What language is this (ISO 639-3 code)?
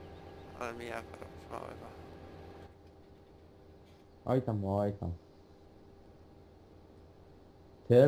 pol